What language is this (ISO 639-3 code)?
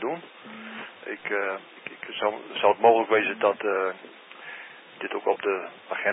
nld